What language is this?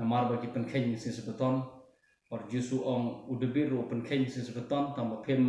Khasi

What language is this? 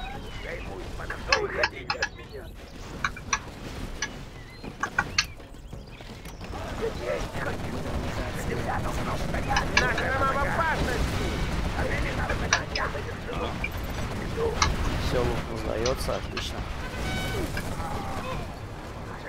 Russian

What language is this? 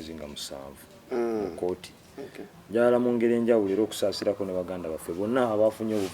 Ganda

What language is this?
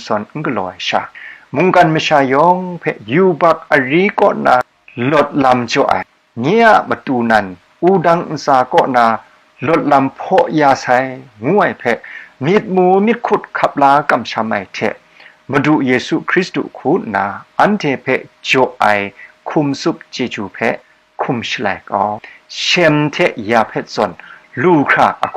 Kachin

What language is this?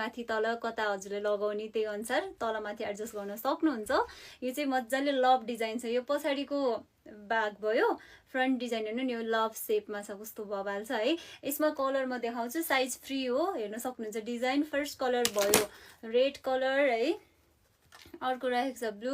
Nepali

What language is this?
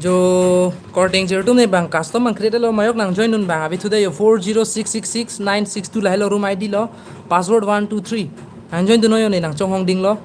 Karbi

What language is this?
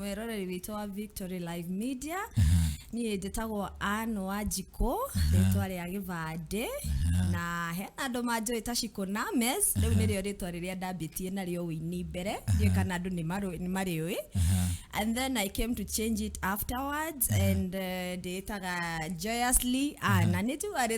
Kikuyu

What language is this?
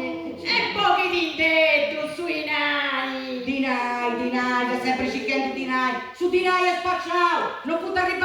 Sardinian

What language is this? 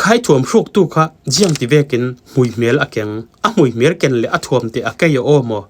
Falam Chin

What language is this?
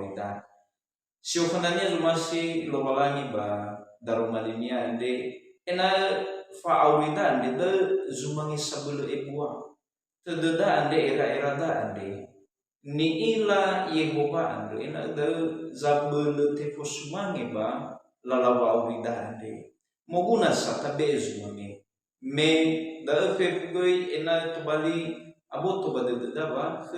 Nias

